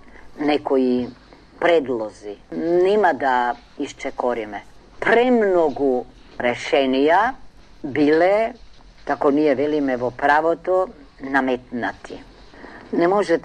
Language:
Macedonian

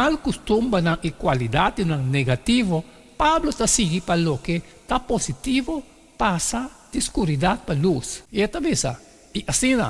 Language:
Papiamento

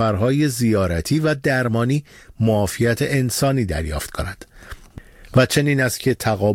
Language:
Persian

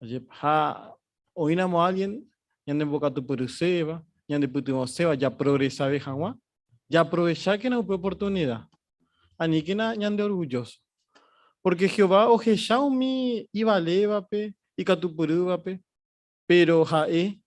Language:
Guarani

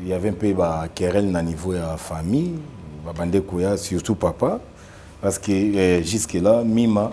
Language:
Lingala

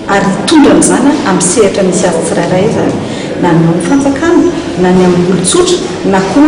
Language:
Malagasy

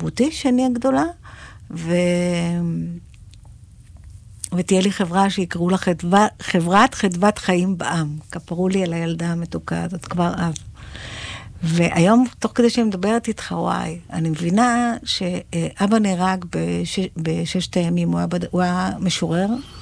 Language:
Hebrew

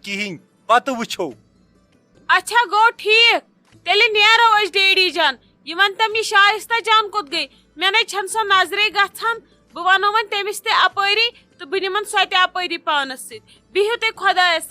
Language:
Kashmiri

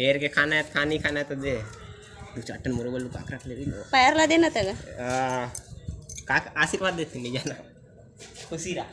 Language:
Chhattisgarhi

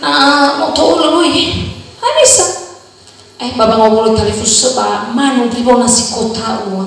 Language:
Nias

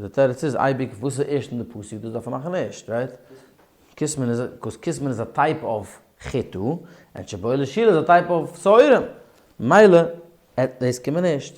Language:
Yiddish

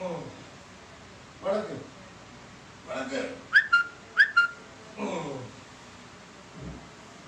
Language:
Malayalam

